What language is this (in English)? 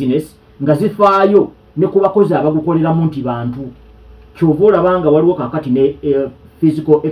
Ganda